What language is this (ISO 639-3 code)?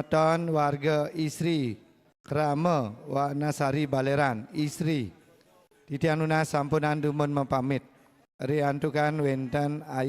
ban